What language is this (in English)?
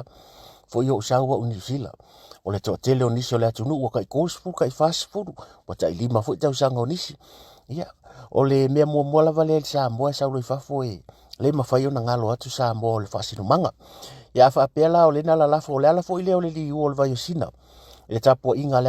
Samoan